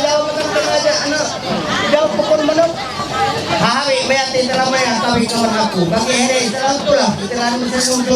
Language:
Ma'anyan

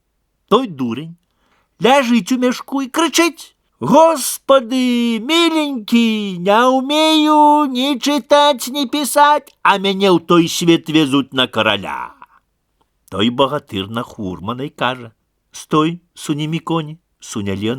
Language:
Belarusian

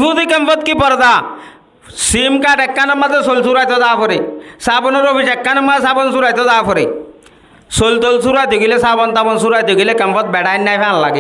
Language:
Rohingya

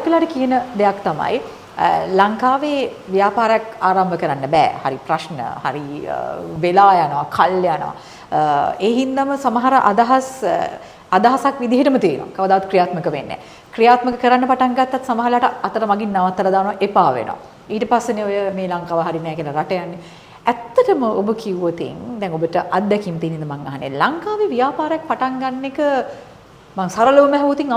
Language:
Sinhala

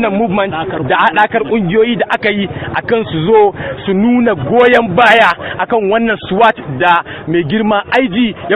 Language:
Hausa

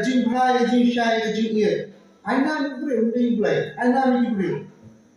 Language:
Khasi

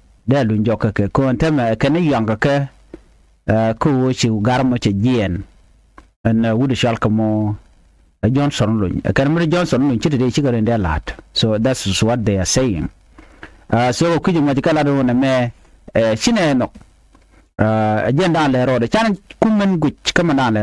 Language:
Nuer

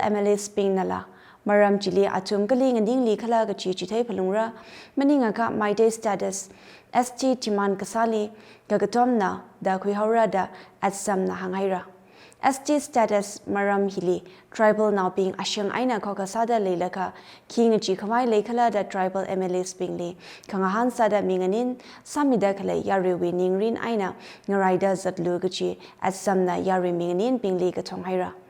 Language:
Tangkhul Naga (India)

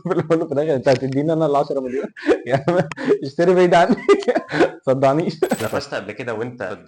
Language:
Egyptian Arabic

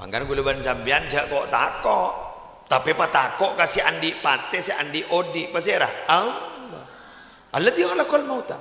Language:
Madurese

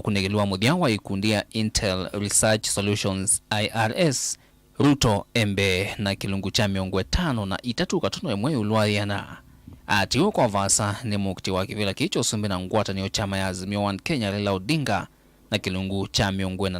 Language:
Kamba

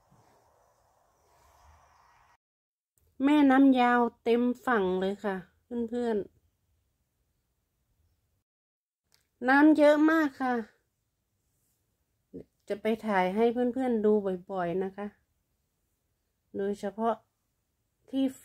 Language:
Thai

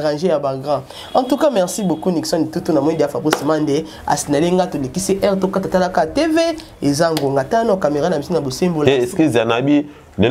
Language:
Lingala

